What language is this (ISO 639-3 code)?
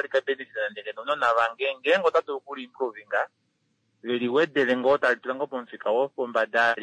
kua